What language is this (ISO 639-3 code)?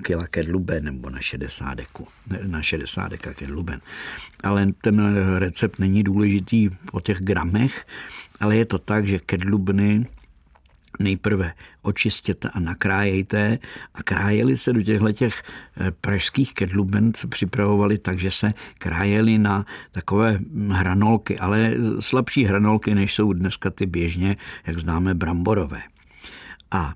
ces